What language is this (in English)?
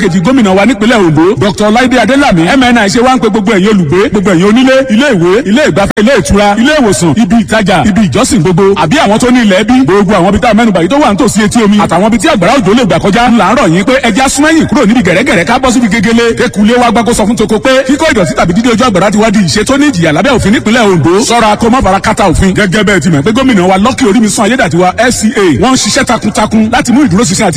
Yoruba